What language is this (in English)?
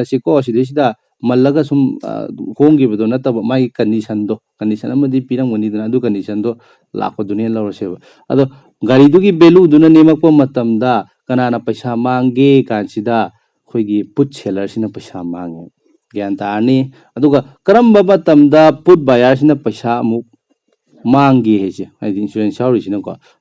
Manipuri